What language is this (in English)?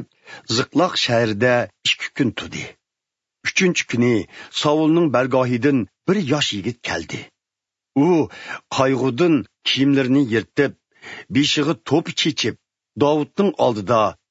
Uyghur